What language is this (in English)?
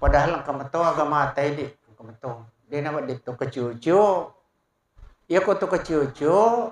Buginese